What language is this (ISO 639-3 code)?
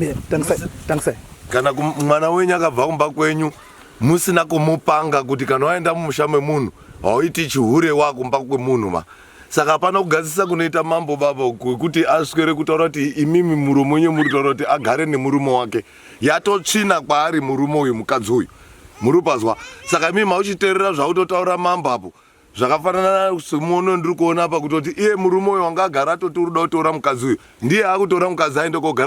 sna